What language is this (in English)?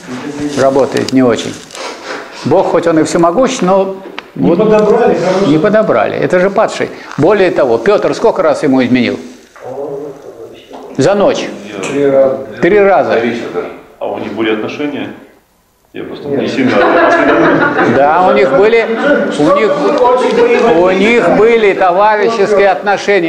Russian